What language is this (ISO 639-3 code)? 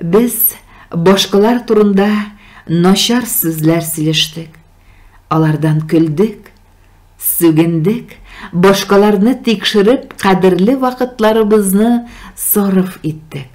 tat